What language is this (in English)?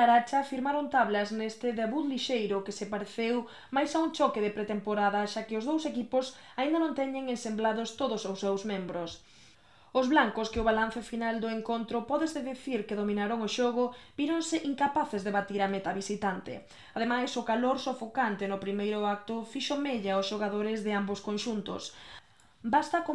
Galician